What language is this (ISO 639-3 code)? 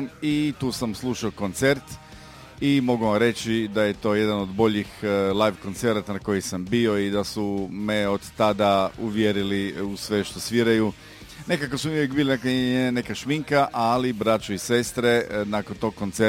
hrv